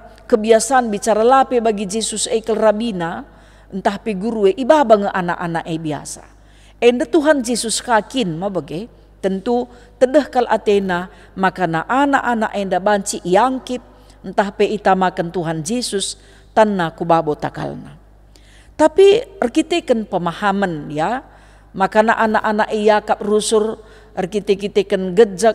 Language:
Batak Karo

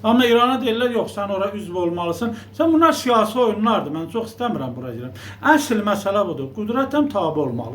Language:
Azerbaijani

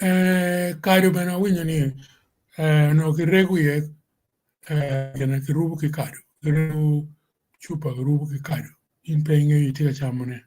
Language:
Acoli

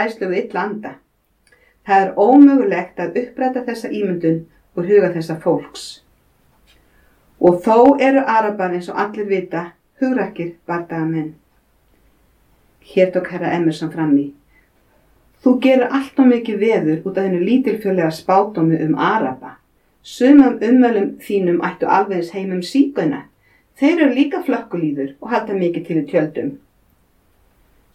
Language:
Icelandic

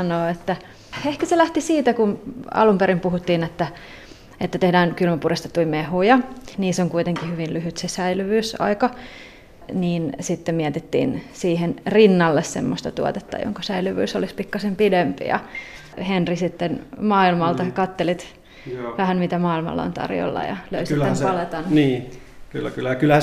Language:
Finnish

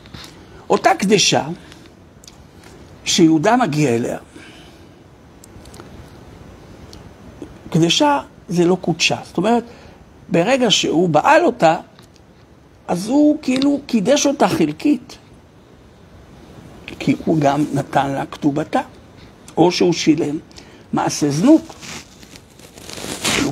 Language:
Hebrew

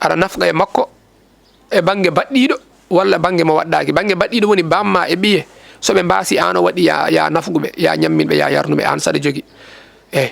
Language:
Fula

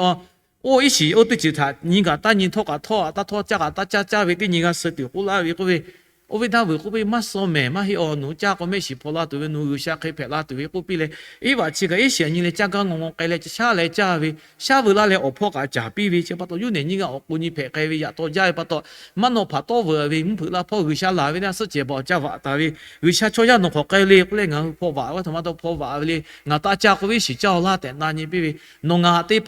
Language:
Lahu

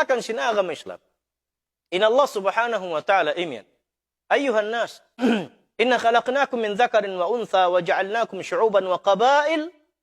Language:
Tausug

